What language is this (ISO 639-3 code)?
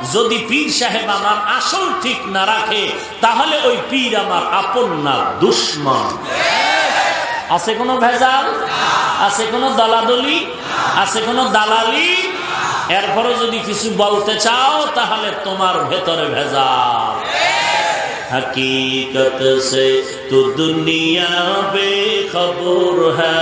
ben